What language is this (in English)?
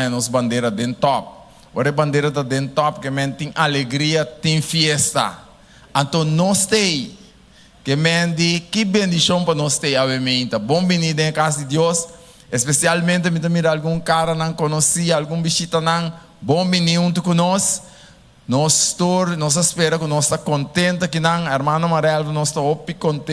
Papiamento